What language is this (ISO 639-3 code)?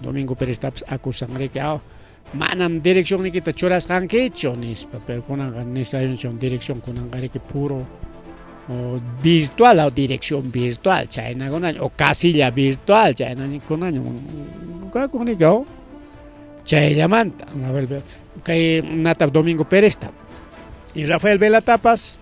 quy